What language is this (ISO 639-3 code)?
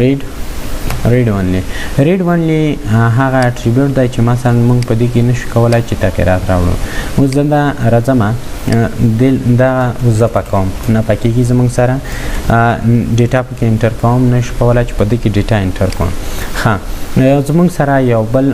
pus